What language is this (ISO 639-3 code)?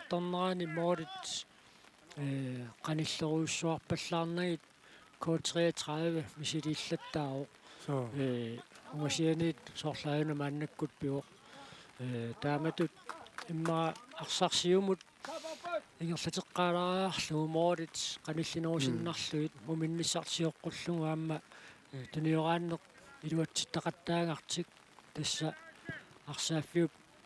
kal